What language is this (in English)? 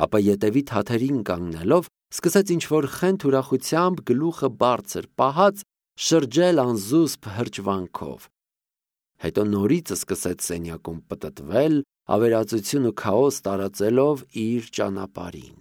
Armenian